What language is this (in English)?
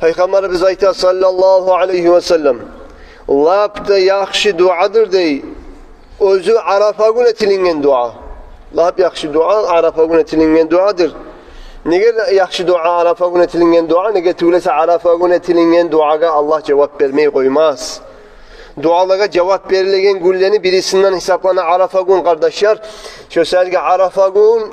Kumyk